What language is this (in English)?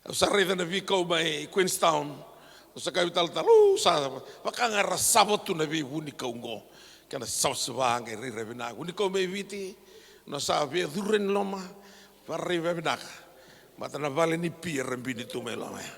Fijian